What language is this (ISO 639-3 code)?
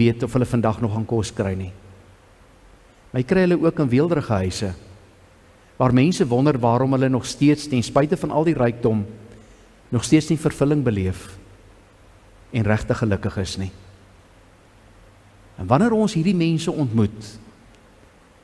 afr